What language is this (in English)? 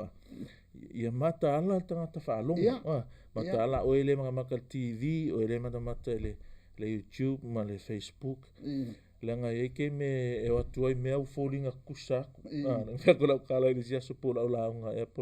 Samoan